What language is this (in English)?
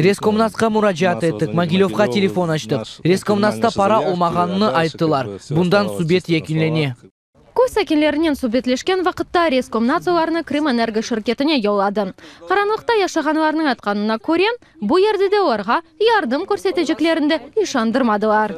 Crimean Tatar